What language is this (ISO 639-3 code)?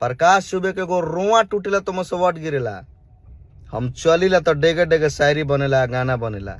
bho